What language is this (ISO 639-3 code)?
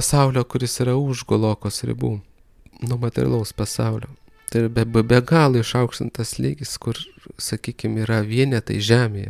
lit